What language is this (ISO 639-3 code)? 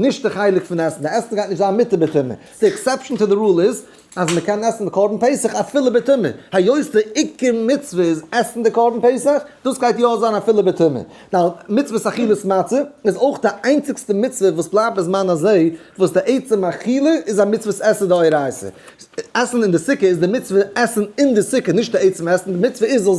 yid